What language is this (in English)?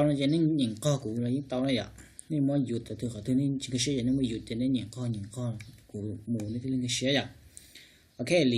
Hmong